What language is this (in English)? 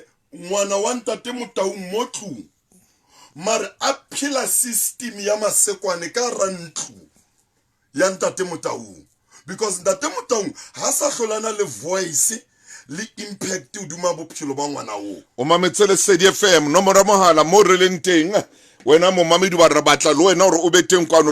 Southern Sotho